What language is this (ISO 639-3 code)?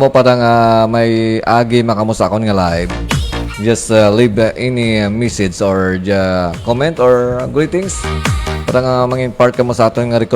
hil